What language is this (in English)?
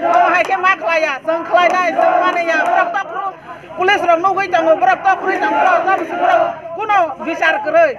Kok Borok